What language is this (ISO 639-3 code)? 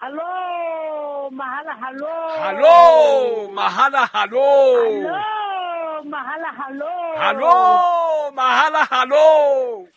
sot